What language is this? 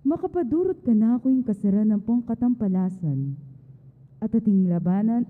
Pampanga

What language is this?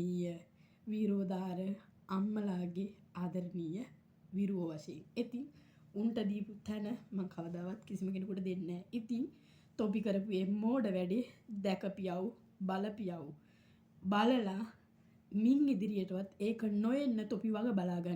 Sinhala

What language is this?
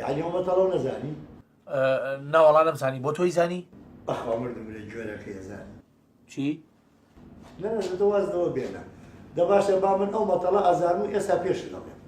Central Kurdish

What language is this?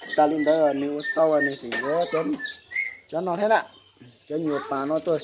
Hmong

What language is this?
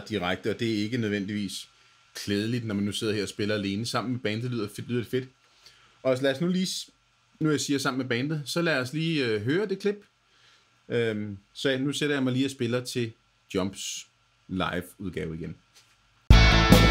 Danish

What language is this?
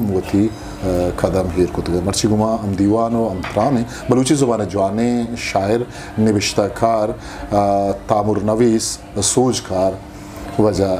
Eastern Balochi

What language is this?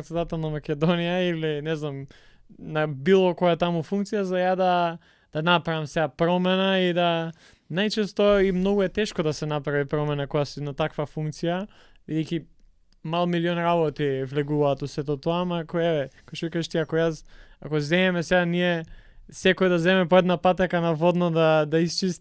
Macedonian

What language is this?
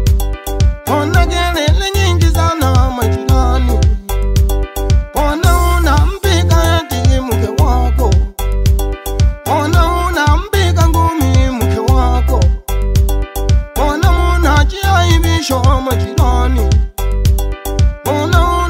Swahili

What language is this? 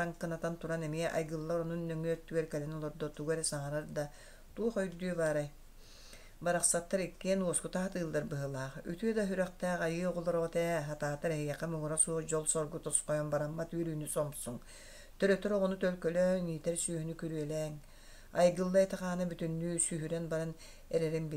Yakut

